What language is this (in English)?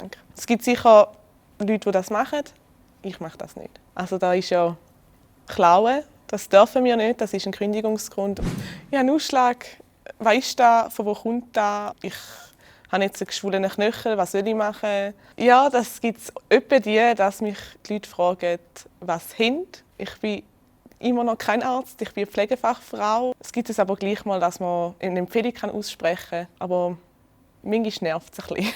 Swiss German